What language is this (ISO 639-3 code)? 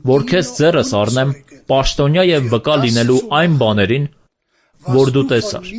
hye